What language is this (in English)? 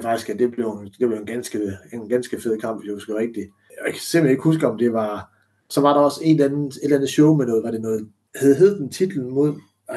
Danish